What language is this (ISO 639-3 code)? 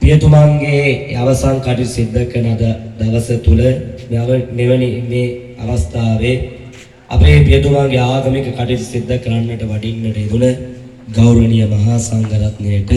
sin